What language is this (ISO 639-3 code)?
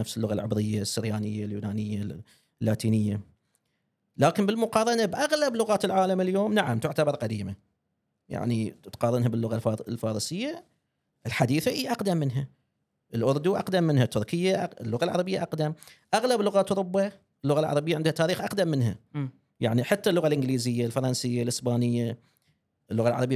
afb